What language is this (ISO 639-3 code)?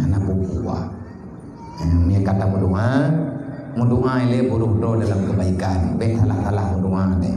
ace